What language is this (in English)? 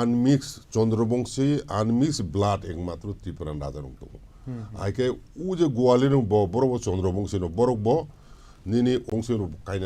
Kok Borok